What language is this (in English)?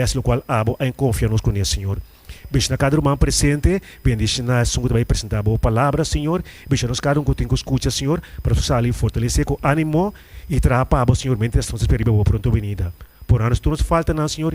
Papiamento